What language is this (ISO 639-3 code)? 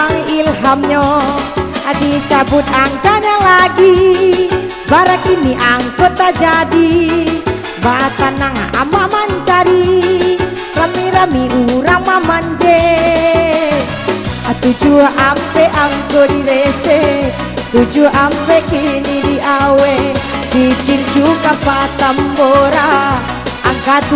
min